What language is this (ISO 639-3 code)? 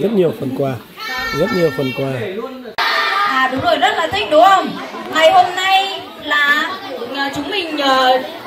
vie